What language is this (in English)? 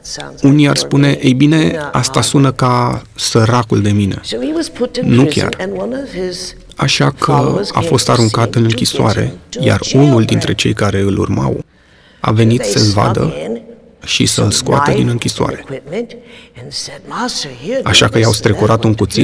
Romanian